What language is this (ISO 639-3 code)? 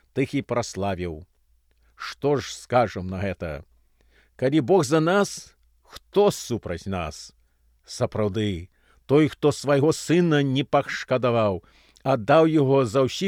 bel